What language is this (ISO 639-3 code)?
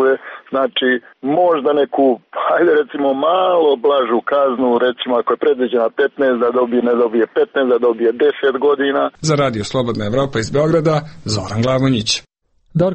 srp